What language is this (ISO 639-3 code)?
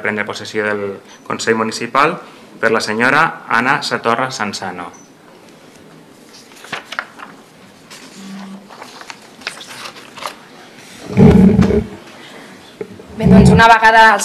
cat